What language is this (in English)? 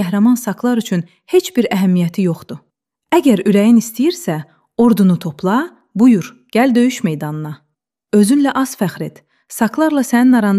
Azerbaijani